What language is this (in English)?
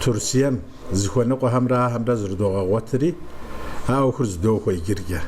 Kabardian